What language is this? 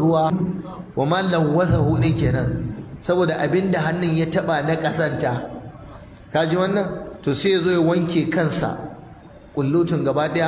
Hausa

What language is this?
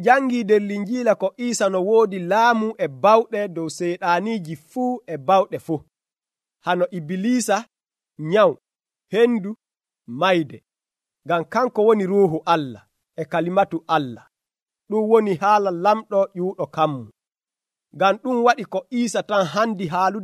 Nigerian Fulfulde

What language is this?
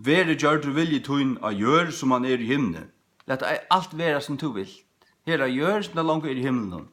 Faroese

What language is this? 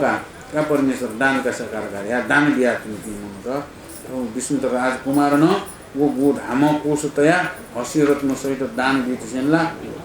Newari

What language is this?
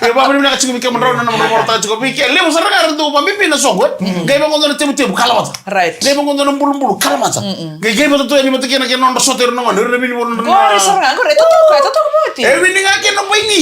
Fijian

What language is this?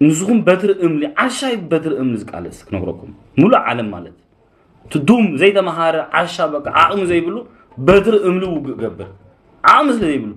Tigrinya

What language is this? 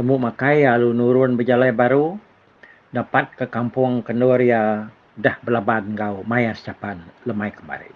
Iban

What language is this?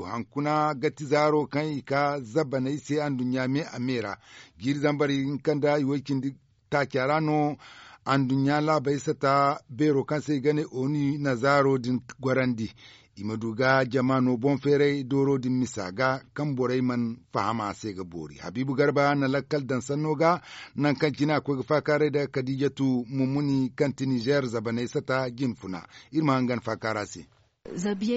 Zarma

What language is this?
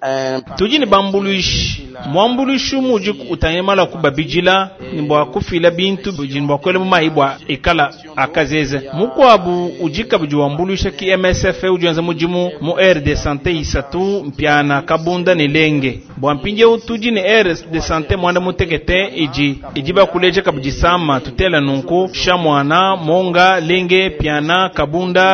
Luba-Lulua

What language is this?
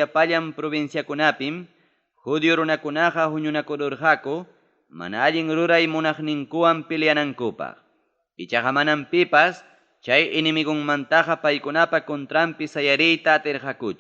Ayacucho Quechua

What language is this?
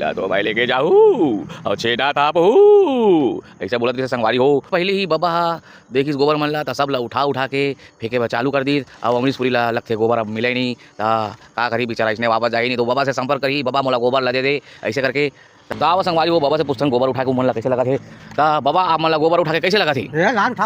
Chhattisgarhi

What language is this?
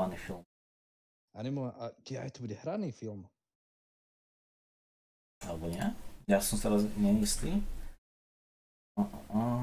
Slovak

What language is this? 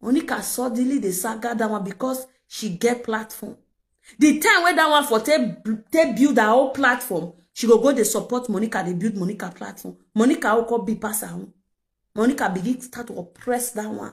Nigerian Pidgin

